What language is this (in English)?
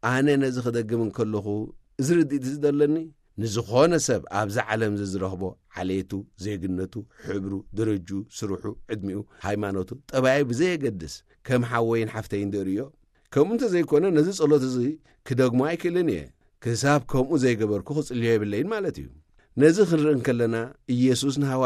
Tigrinya